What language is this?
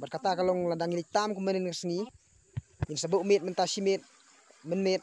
Khasi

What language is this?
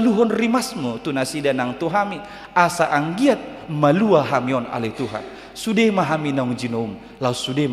Batak Toba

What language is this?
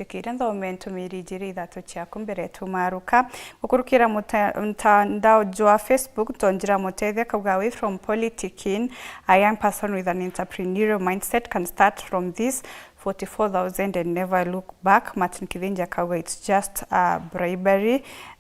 Meru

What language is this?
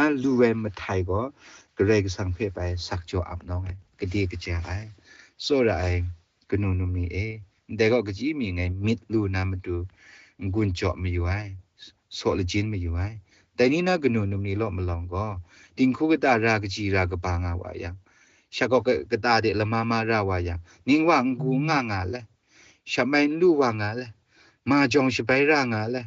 Kachin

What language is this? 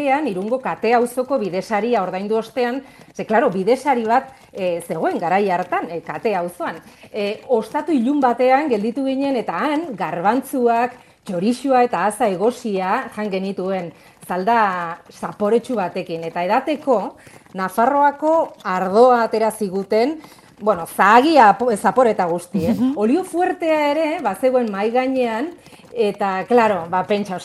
Basque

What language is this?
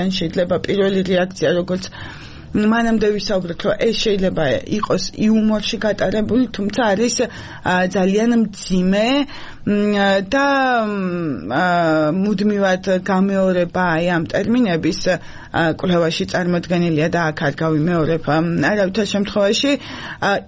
Georgian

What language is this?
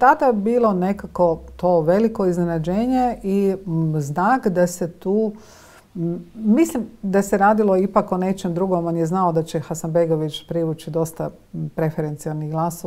Croatian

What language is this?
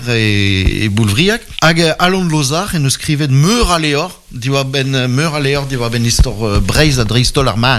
Breton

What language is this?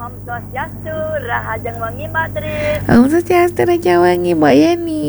Balinese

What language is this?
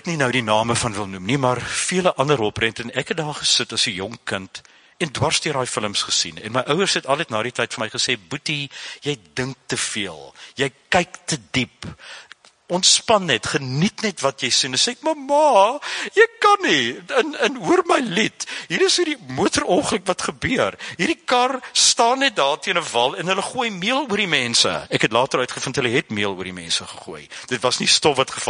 Afrikaans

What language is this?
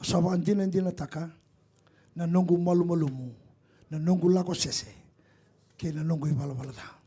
Fijian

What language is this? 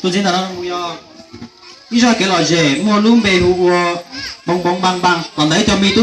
Hmong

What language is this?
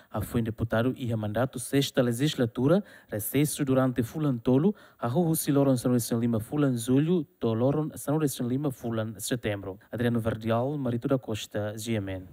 Tetum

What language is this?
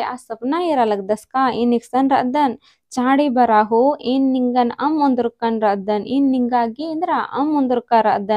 Kurukh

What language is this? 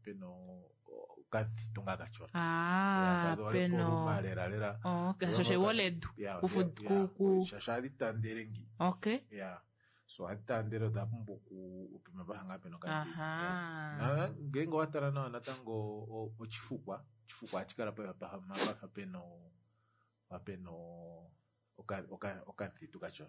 Kuanyama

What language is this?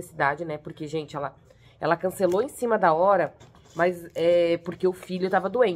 Portuguese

